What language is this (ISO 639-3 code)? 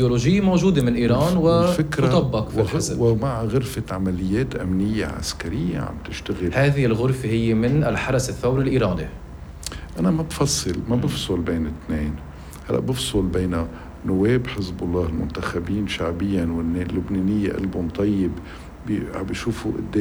apc